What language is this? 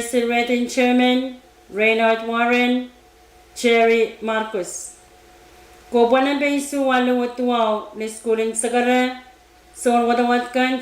Pohnpeian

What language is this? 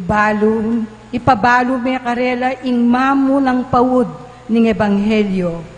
Pampanga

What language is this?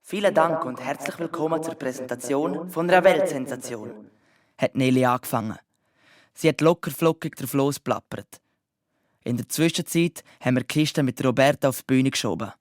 Swiss German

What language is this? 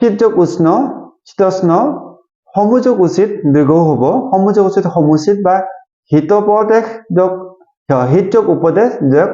Assamese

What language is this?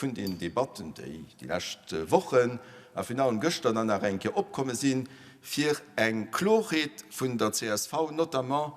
Luxembourgish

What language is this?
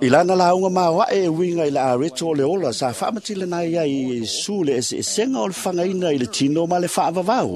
Samoan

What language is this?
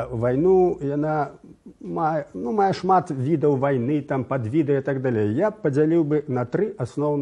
Belarusian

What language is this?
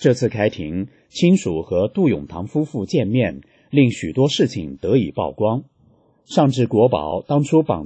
Chinese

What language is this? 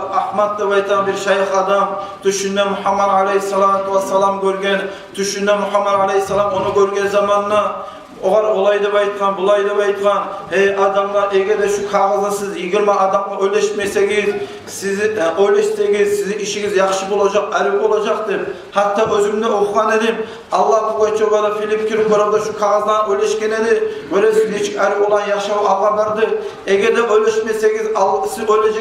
Kumyk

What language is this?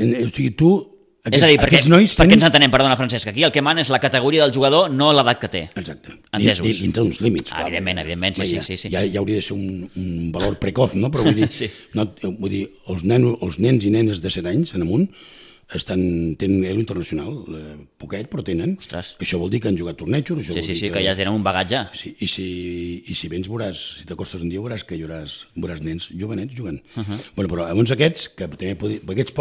Catalan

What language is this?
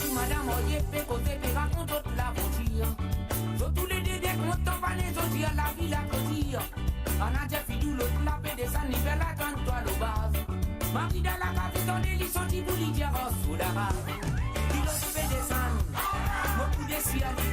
Morisyen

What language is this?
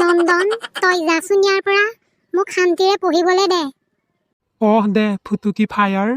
Assamese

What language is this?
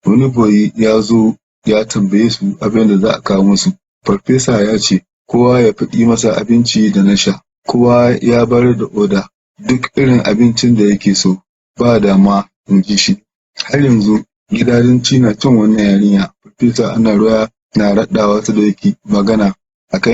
Hausa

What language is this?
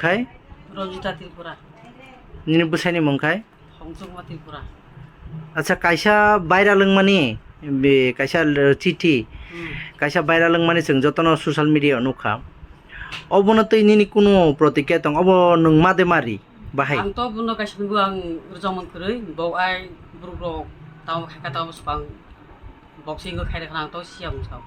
Kok Borok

